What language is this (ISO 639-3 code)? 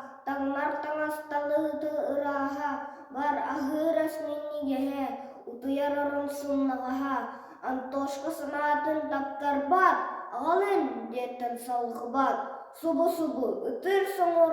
sah